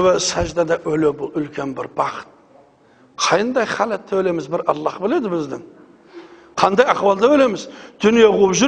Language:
Kazakh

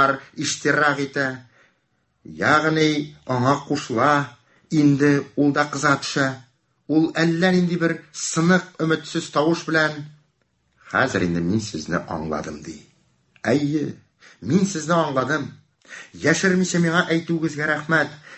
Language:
Tatar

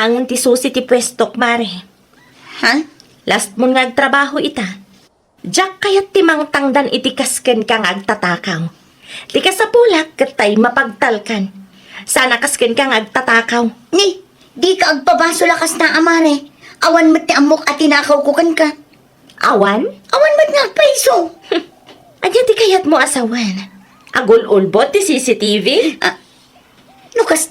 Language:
Iloko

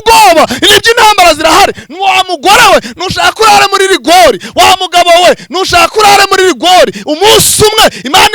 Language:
Kinyarwanda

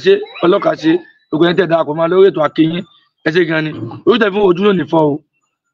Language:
Yoruba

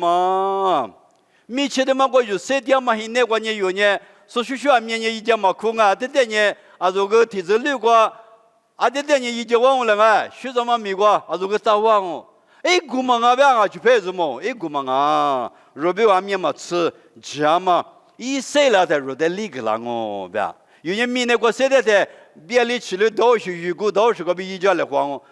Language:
Lisu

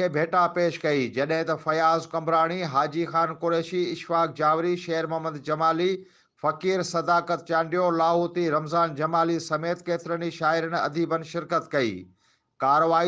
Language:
Sindhi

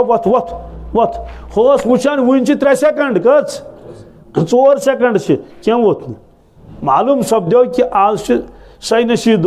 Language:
Kashmiri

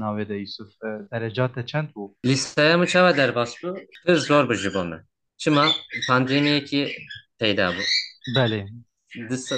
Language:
Kurdish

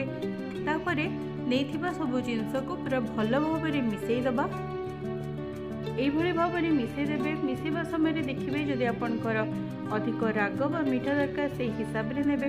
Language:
Odia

